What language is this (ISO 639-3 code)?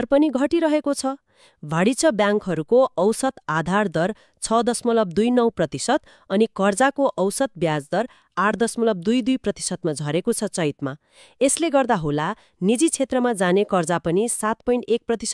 nep